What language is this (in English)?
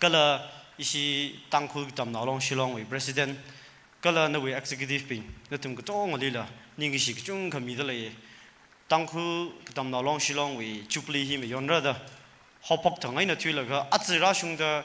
Tangkhul Naga (India)